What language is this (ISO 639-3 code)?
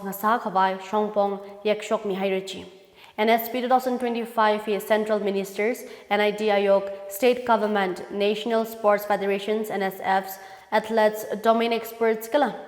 nmf